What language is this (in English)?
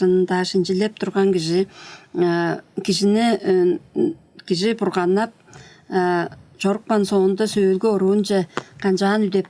Tuvinian